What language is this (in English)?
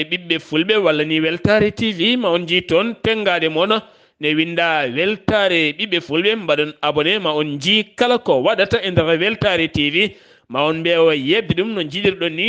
Fula